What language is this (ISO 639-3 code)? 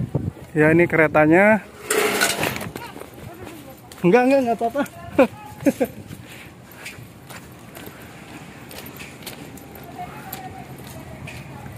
ind